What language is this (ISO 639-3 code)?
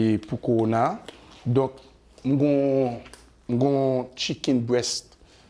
hat